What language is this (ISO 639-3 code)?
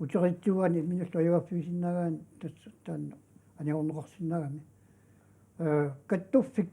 kal